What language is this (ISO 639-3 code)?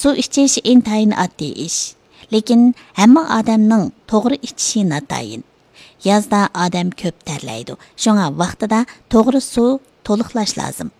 uig